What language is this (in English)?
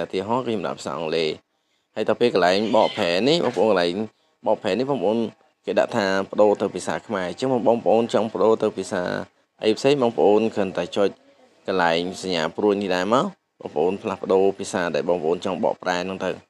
Khmer